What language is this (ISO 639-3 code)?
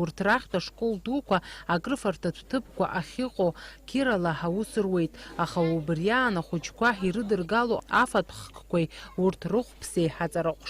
abk